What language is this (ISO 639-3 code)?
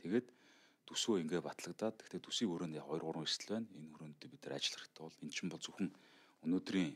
mon